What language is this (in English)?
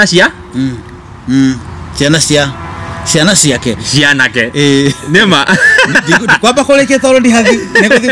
Kikuyu